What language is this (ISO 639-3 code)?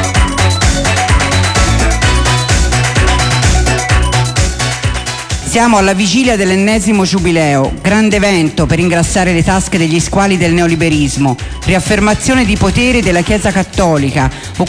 ita